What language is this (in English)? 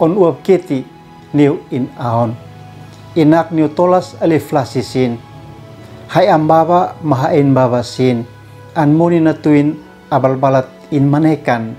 Uab Meto